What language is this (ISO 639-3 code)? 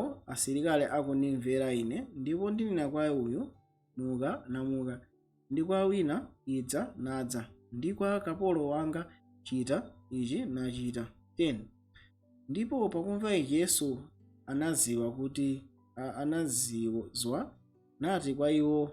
nya